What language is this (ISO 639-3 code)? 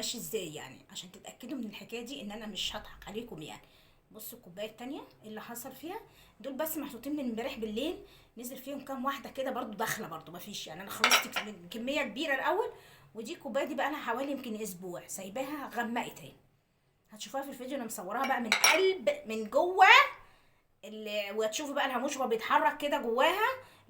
arz